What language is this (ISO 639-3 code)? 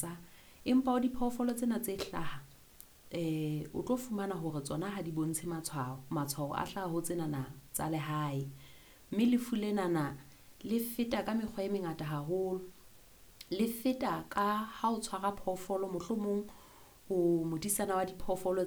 sot